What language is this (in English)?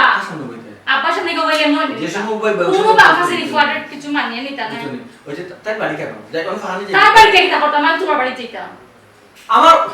Sylheti